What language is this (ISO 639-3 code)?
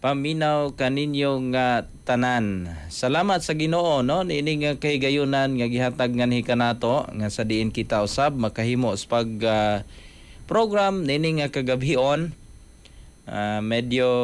ceb